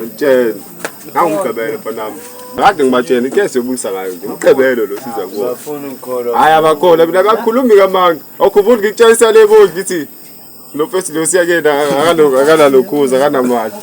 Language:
Zulu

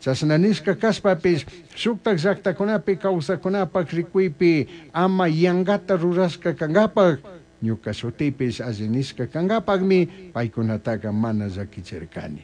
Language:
Chimborazo Highland Quichua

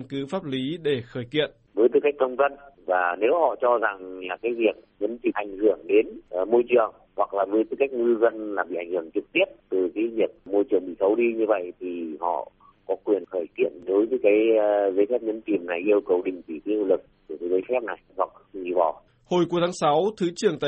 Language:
Vietnamese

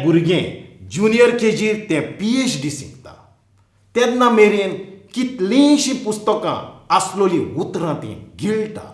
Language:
Konkani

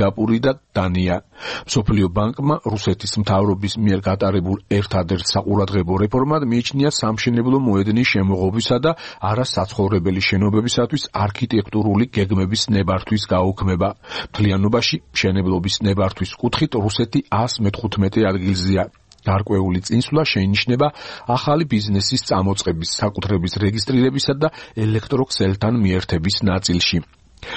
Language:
Georgian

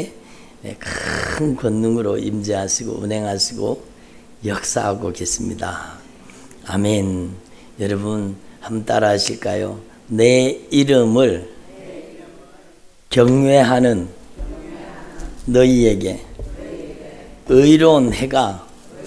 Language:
Korean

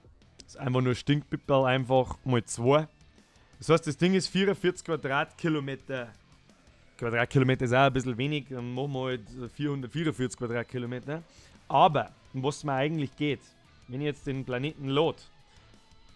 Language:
Bavarian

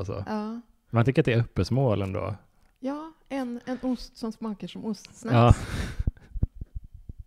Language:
Swedish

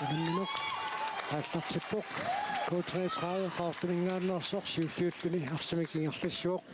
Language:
Kalaallisut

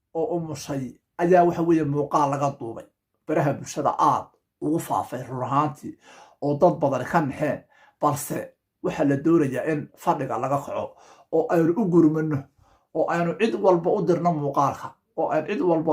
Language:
Somali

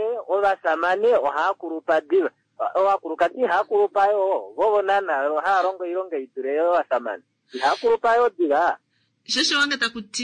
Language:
Kuanyama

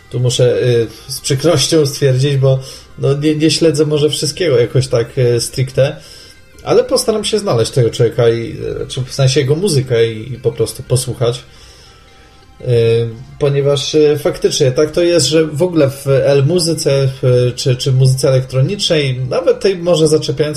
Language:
Polish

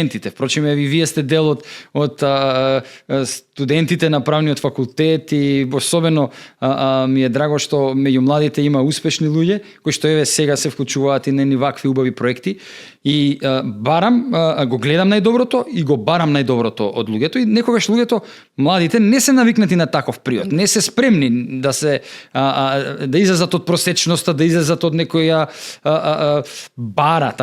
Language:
Macedonian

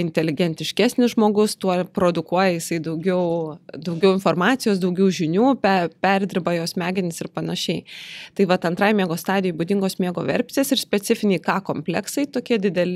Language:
Lithuanian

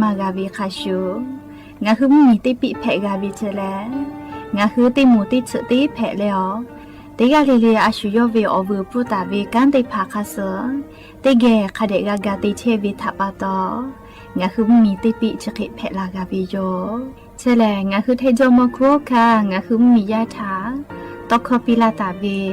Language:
Lahu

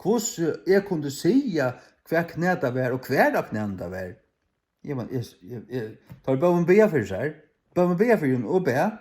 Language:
Faroese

